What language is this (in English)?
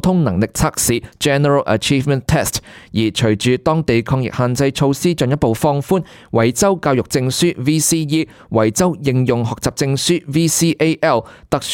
Cantonese